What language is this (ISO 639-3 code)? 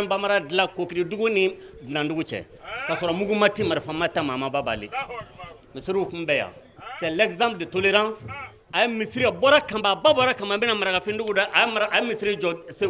bam